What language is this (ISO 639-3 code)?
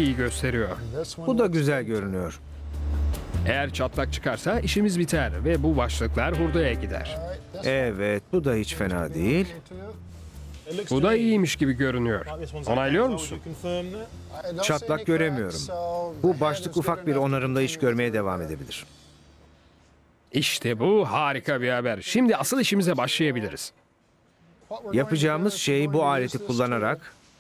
tur